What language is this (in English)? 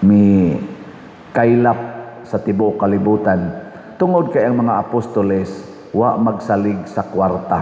Cebuano